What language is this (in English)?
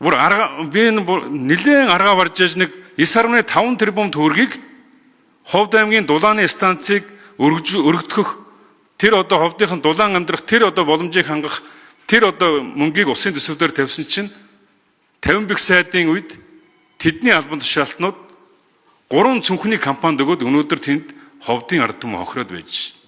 Mongolian